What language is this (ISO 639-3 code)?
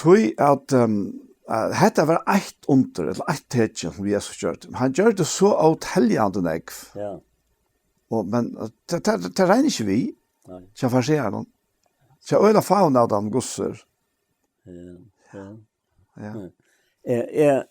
fao